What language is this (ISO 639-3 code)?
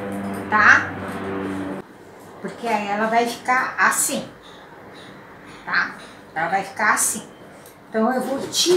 por